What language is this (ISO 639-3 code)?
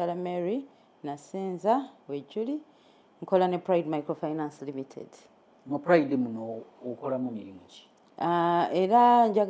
lug